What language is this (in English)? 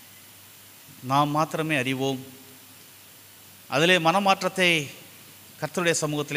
Tamil